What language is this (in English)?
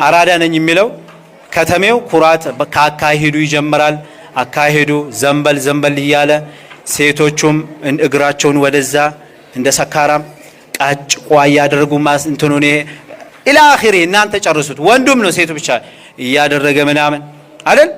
Amharic